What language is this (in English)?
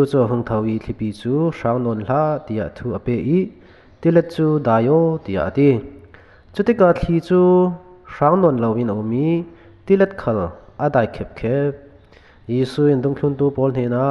Falam Chin